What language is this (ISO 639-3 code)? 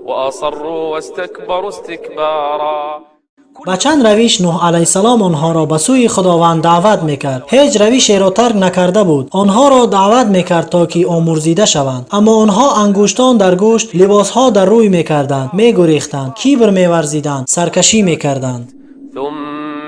tgk